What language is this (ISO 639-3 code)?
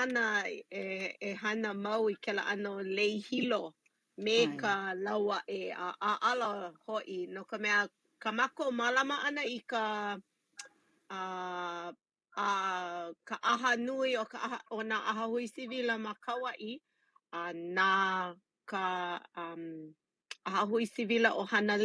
haw